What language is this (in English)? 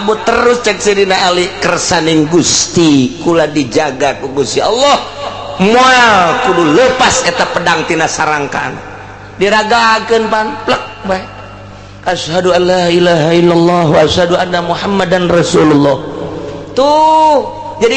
Sundanese